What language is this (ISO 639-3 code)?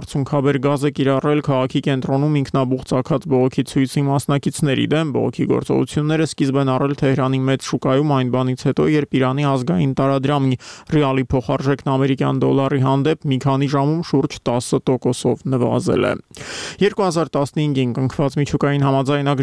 hye